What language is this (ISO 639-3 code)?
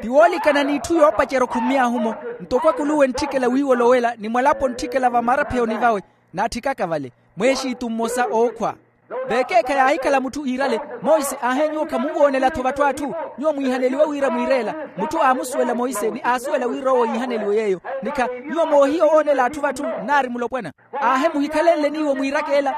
vmw